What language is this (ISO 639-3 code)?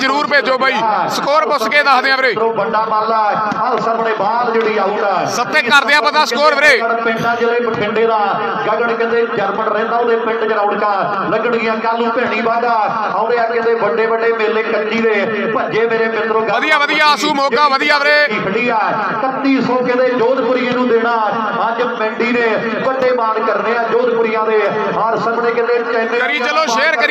pan